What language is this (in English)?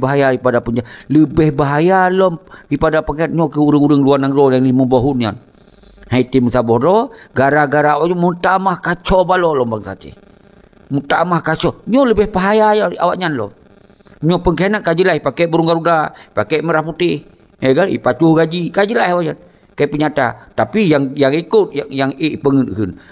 Achinese